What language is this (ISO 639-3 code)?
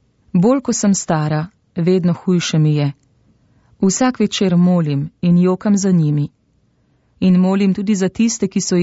slv